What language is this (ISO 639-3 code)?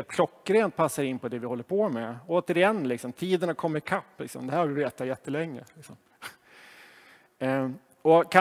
swe